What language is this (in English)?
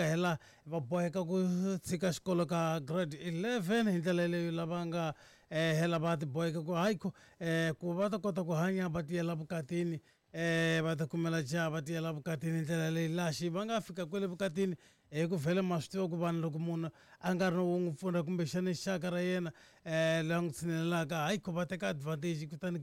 Tsonga